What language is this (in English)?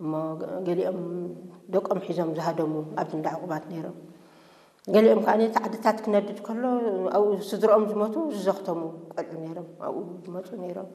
Tigrinya